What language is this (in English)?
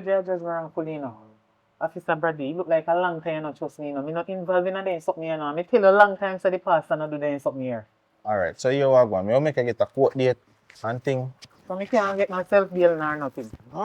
Jamaican Creole English